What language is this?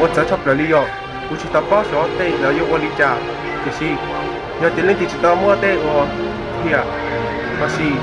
Hmong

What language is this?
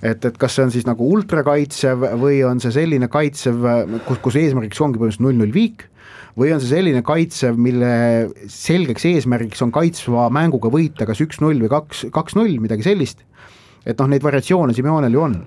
Estonian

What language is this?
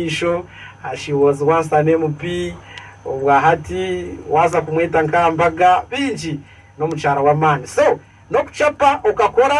Nyankole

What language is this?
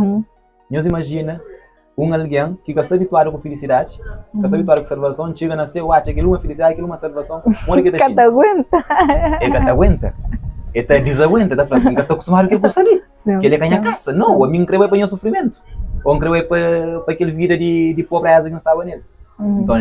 Kabuverdianu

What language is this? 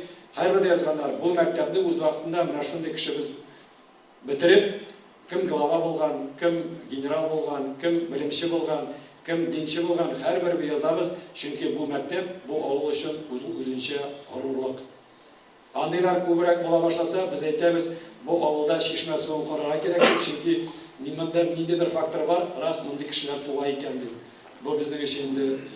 Tatar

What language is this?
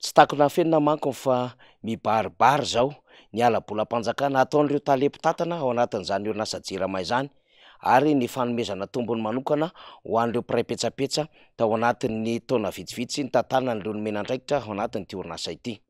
Malagasy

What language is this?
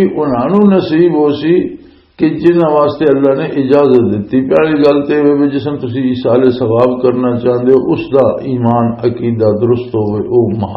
Western Panjabi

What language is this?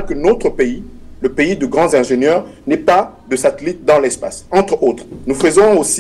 French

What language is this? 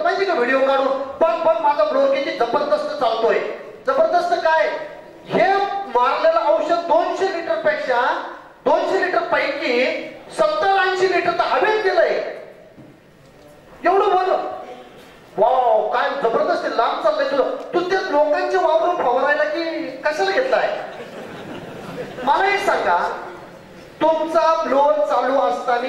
Marathi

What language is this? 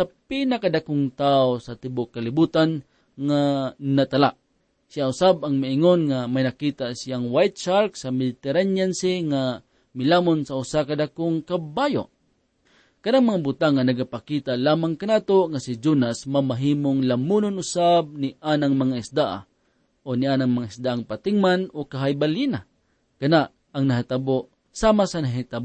Cebuano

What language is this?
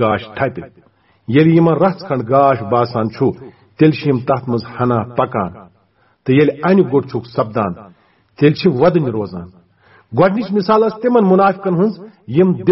Kashmiri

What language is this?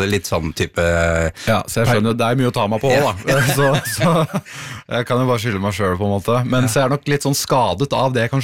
Norwegian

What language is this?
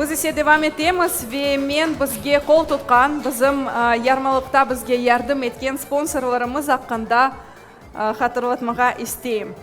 Crimean Tatar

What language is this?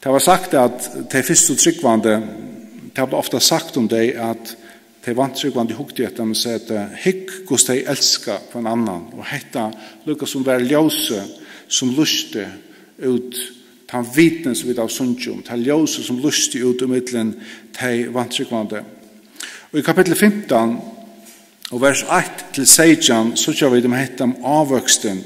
Faroese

